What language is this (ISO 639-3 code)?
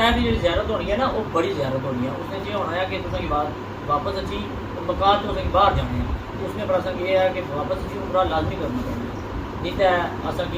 phr